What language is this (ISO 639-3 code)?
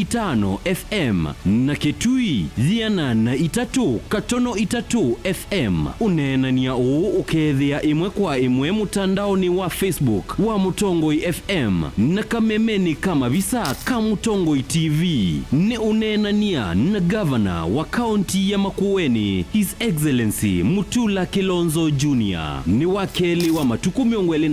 kam